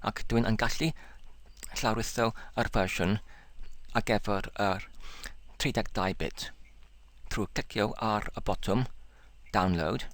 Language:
Welsh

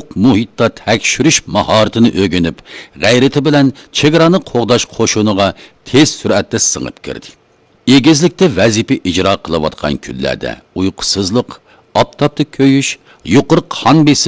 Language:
Uyghur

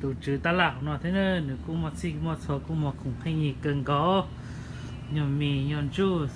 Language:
Hmong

